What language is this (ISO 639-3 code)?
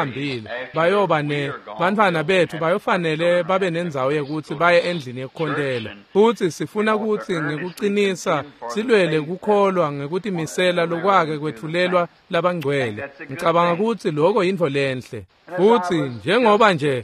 ssw